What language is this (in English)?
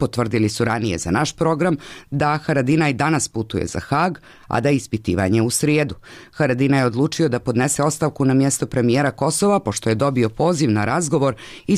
Serbian